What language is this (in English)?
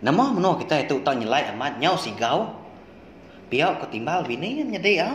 Iban